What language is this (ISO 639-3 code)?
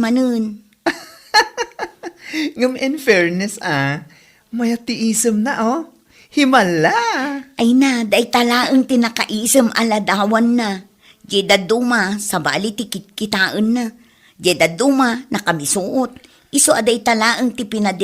ilo